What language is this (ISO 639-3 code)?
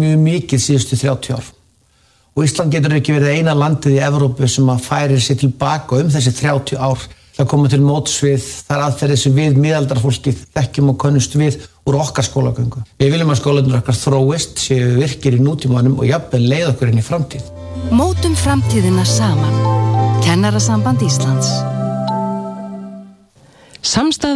isl